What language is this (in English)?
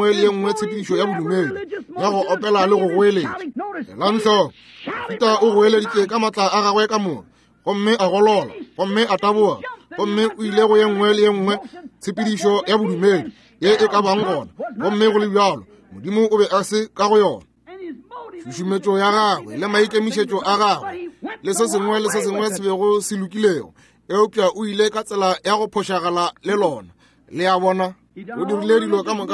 Northern Sotho